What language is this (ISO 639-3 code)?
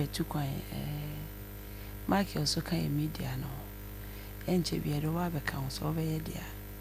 aka